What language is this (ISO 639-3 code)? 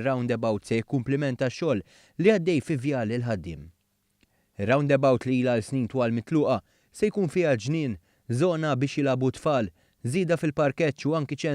mlt